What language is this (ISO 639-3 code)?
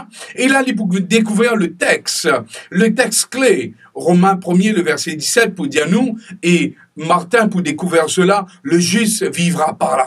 mfe